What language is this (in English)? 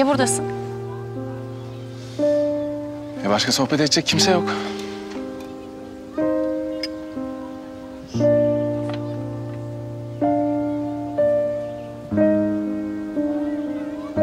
Turkish